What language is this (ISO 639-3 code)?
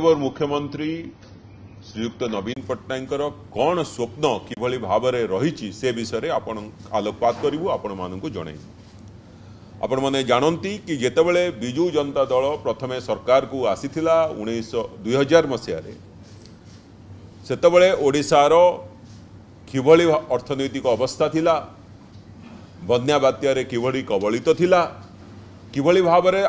ori